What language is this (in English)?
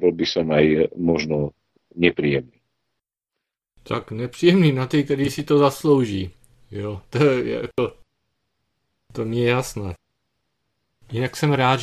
Slovak